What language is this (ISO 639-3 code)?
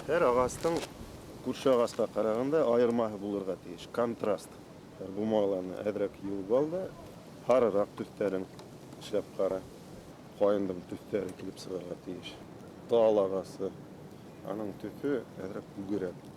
bak